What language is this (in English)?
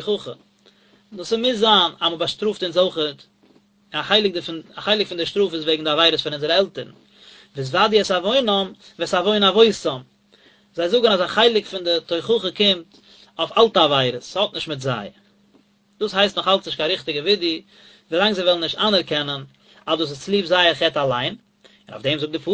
Yiddish